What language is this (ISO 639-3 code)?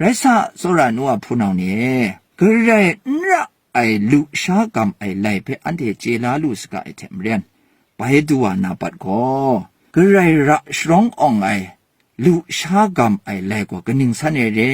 kac